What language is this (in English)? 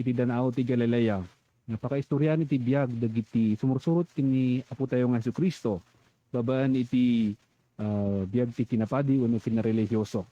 Iloko